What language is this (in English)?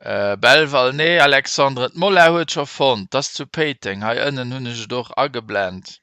Luxembourgish